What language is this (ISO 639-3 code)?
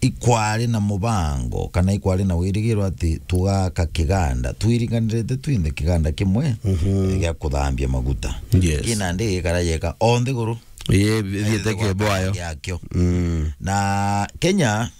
mer